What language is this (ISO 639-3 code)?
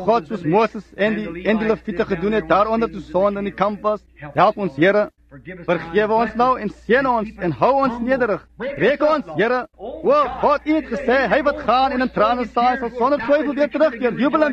afr